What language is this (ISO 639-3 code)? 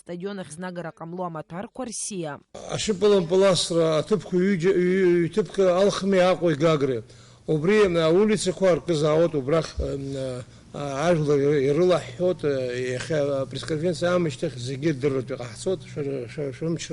abk